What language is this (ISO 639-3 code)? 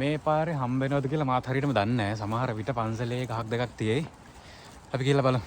sin